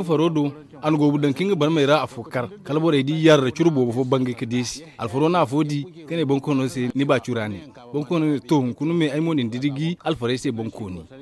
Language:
Zarma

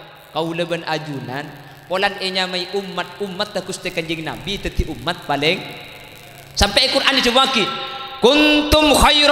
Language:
Madurese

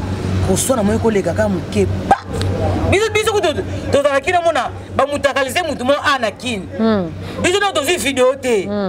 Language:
Lingala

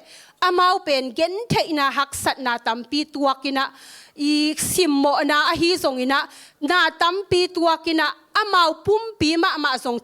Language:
Tedim Chin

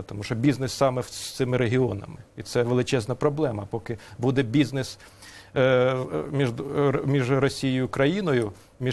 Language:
Ukrainian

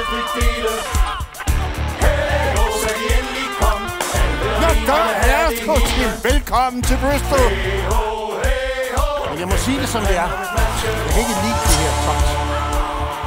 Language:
Danish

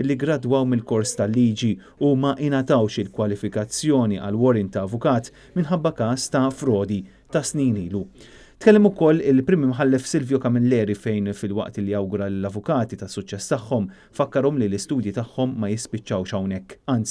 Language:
Maltese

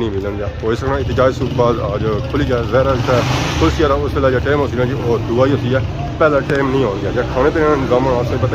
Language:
Pahari-Potwari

